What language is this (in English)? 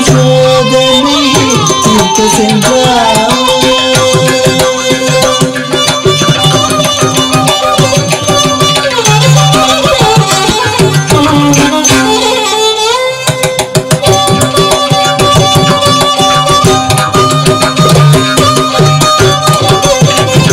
Tamil